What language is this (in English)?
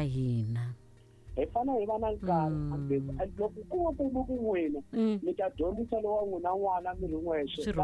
Tsonga